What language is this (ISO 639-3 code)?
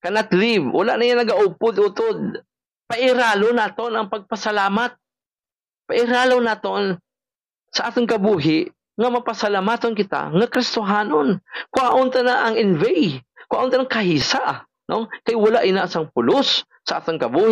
hil